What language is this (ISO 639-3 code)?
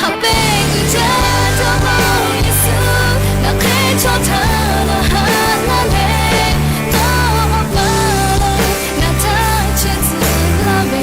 lhu